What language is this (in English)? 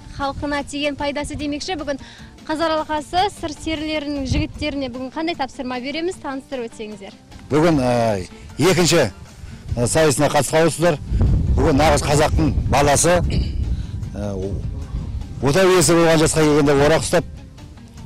Kazakh